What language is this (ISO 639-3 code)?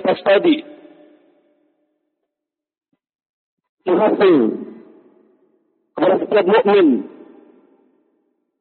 ind